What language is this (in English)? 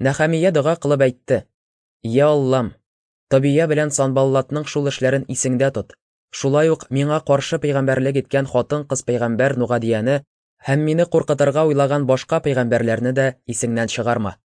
Tatar